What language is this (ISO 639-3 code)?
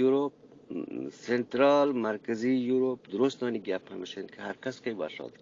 bgp